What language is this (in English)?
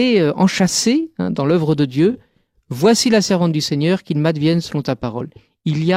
French